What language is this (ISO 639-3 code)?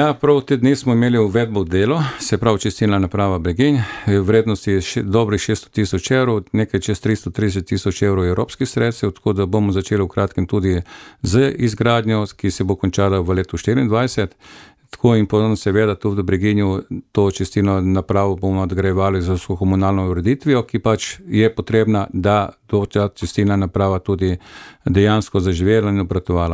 slv